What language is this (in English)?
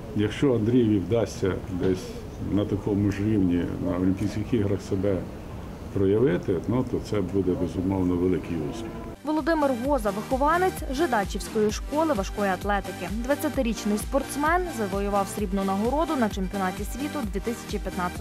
Ukrainian